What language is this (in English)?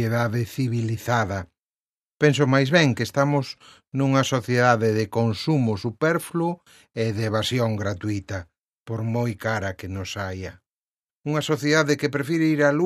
Galician